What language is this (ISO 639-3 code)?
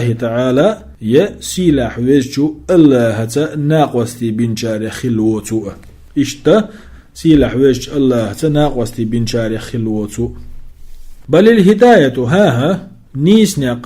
che